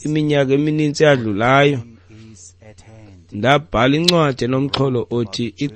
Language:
Xhosa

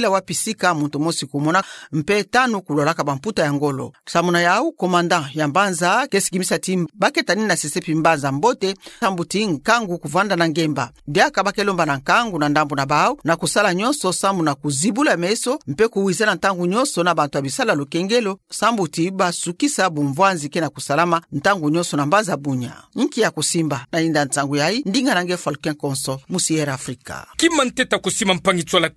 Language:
Kituba (Democratic Republic of Congo)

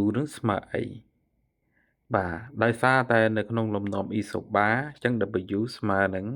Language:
Khmer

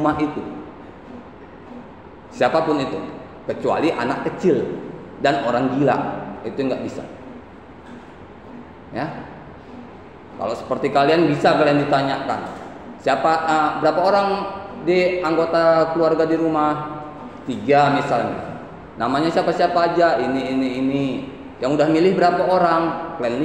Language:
Indonesian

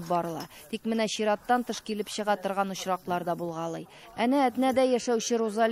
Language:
Tatar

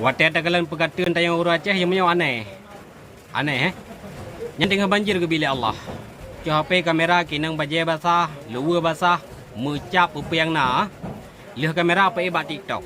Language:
Achinese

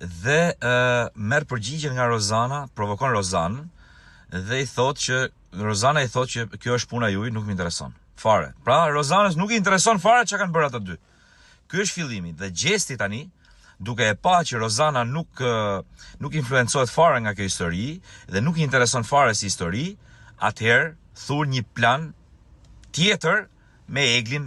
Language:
Albanian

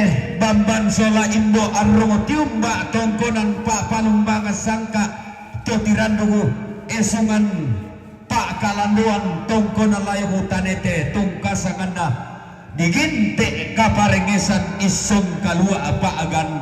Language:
Toraja-Sa'dan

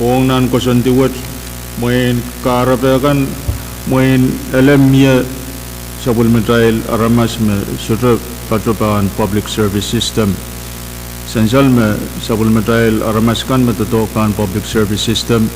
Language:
Pohnpeian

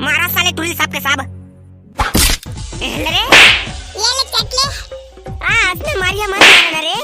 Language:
Chhattisgarhi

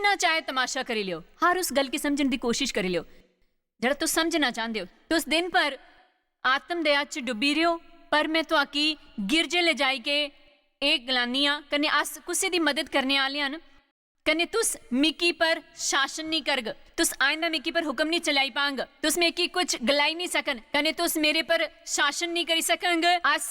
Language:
Dogri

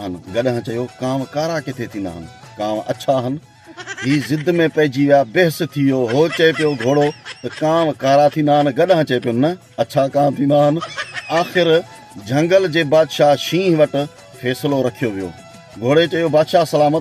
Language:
Sindhi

